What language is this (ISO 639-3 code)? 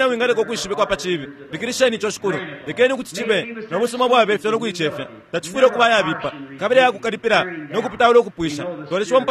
bem